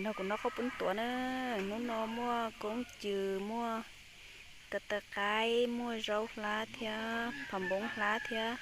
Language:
Hmong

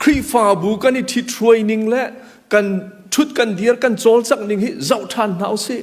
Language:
Hakha Chin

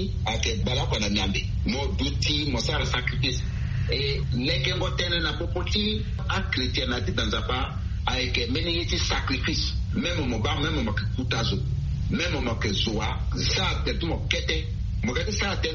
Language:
Sango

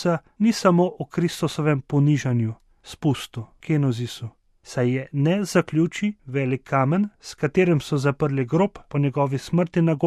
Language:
Slovenian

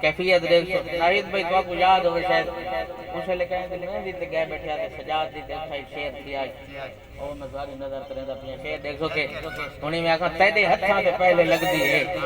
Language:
Saraiki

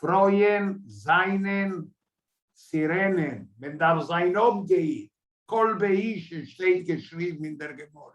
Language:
Yiddish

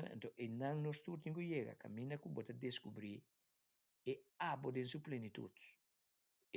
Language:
Papiamento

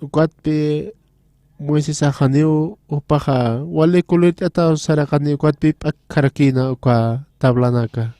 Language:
Aymara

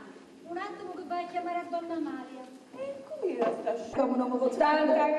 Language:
Sicilian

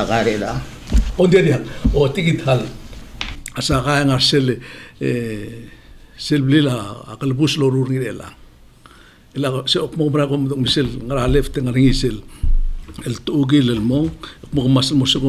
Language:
Palauan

